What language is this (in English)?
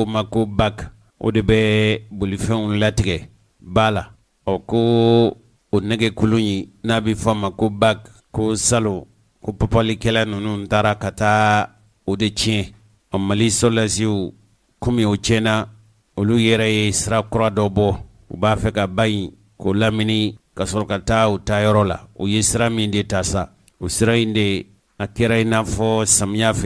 Bambara